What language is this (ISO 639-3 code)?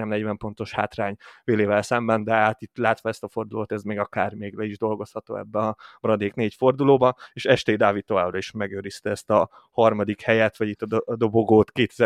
hun